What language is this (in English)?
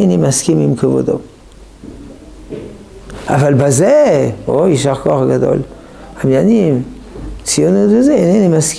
Hebrew